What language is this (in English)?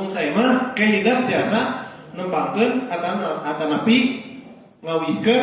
Sundanese